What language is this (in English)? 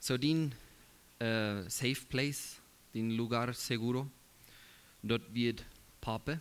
Plautdietsch